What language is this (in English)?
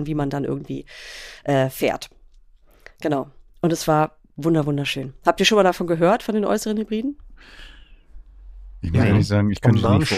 German